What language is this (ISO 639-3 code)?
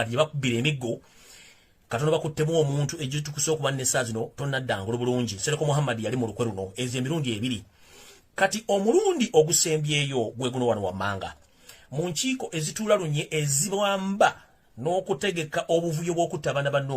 lug